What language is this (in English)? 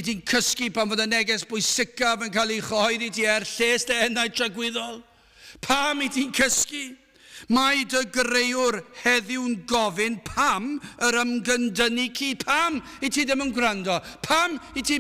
Welsh